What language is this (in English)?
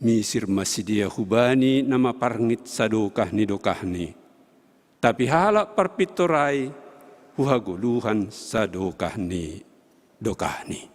Batak Simalungun